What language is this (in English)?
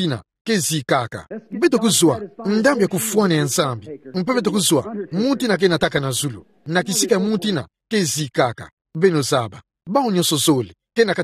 Kituba (Democratic Republic of Congo)